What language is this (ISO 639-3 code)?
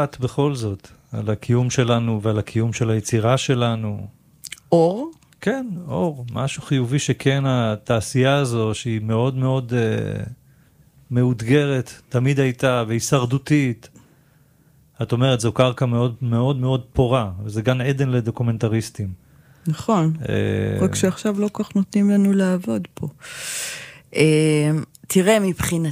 heb